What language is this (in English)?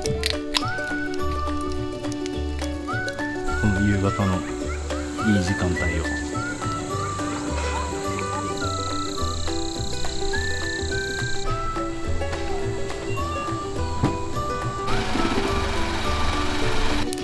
Japanese